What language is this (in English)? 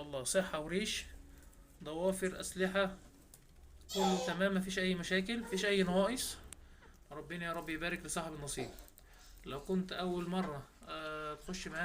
Egyptian Arabic